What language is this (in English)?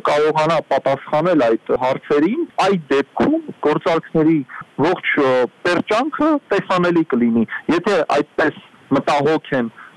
Armenian